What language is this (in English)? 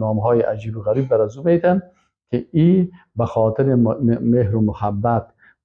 Persian